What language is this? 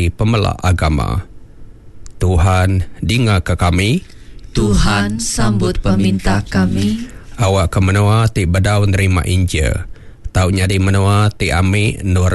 Iban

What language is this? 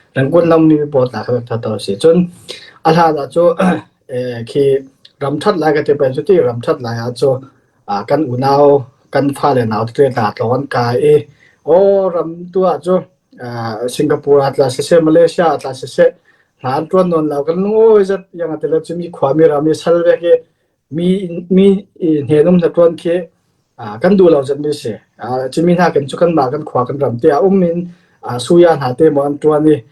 Falam Chin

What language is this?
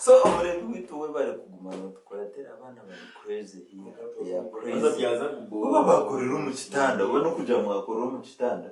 Nyankole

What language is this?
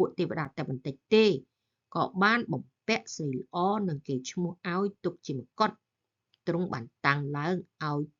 Khmer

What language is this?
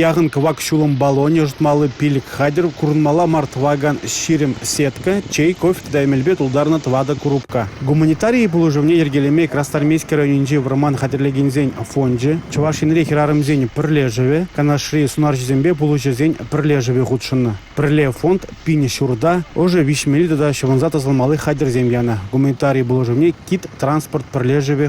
Chuvash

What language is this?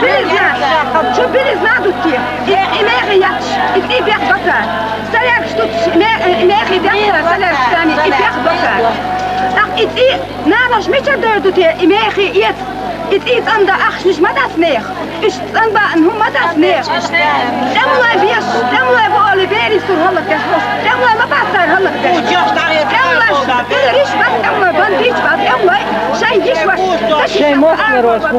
Chechen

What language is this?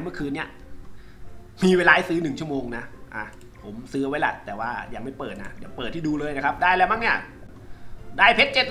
Thai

